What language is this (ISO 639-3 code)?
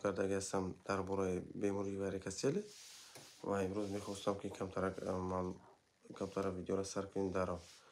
tgk